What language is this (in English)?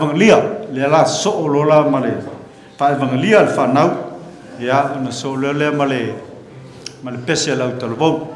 Samoan